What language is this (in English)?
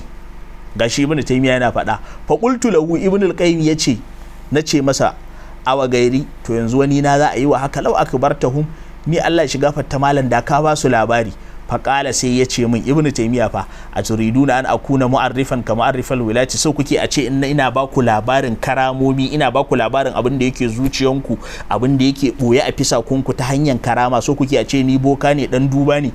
Hausa